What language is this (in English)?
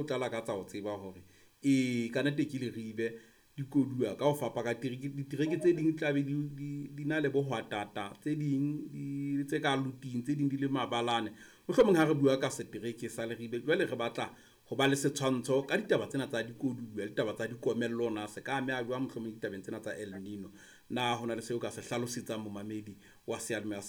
Southern Sotho